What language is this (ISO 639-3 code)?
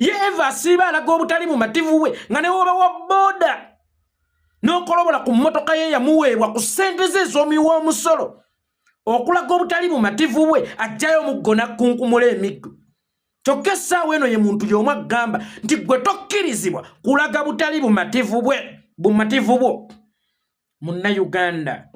lug